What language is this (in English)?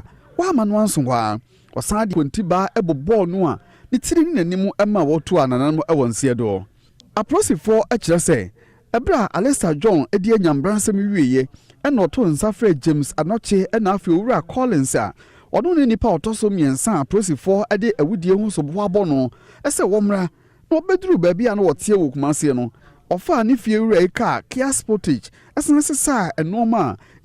Akan